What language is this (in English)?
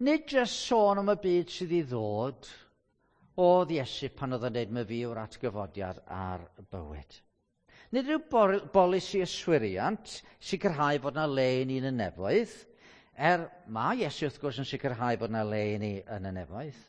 Welsh